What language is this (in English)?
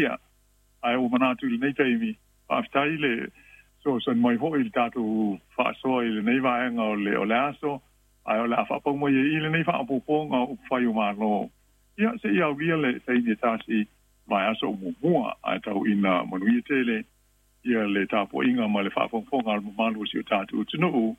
Samoan